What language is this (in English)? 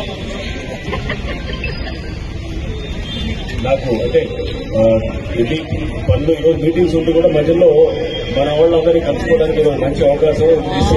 Telugu